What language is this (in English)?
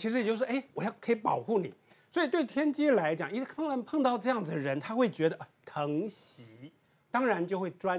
Chinese